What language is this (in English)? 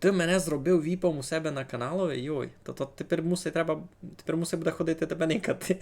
Rusyn